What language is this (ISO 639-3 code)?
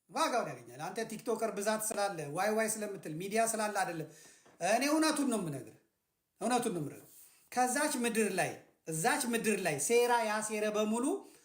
amh